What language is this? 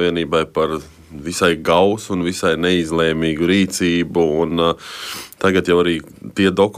Latvian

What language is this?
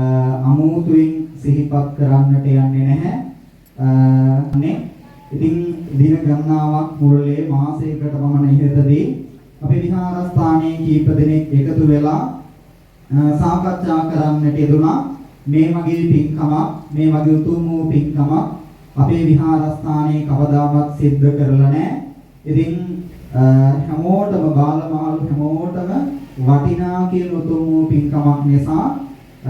Sinhala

